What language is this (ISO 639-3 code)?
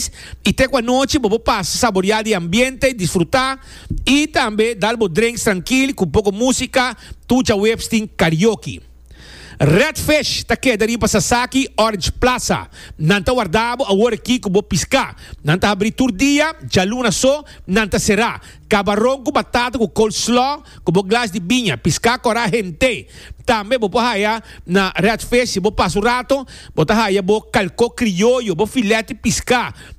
pap